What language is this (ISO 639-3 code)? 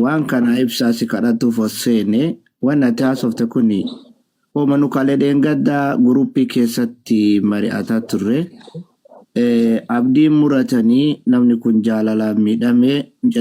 orm